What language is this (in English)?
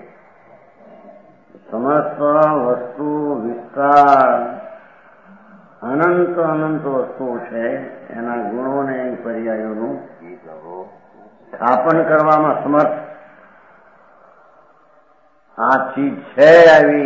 Gujarati